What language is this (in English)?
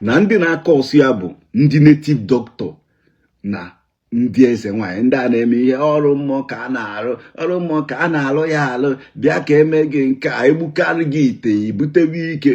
Igbo